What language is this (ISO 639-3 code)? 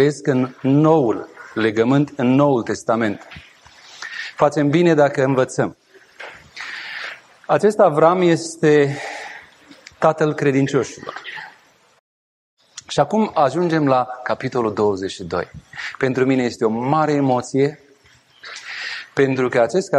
ron